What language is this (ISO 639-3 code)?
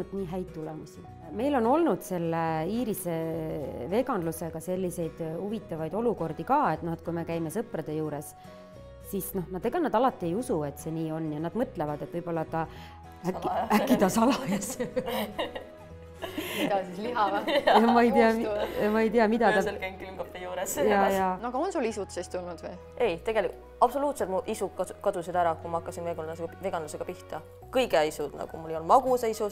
est